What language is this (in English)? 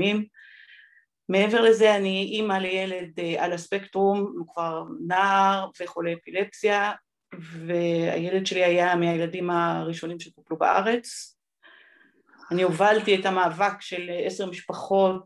Hebrew